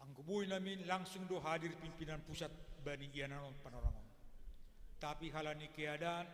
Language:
Batak Simalungun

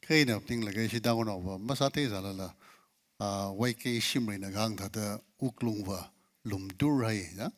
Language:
Tangkhul Naga (India)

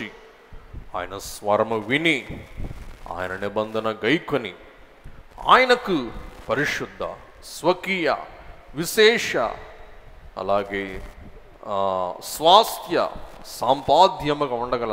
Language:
Telugu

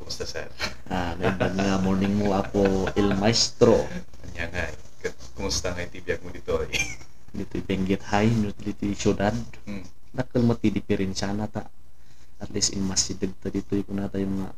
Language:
Iloko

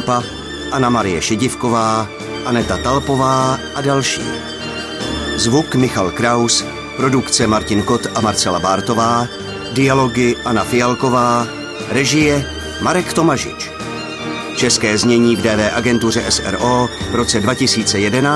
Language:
Czech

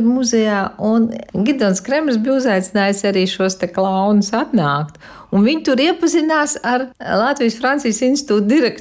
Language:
Latvian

